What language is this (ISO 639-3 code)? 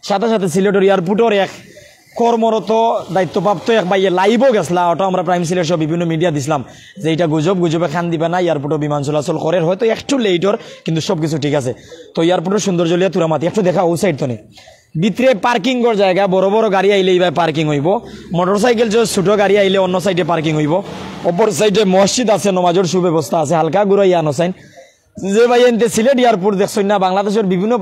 syl